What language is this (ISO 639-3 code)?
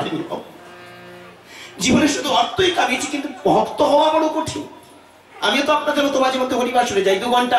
ben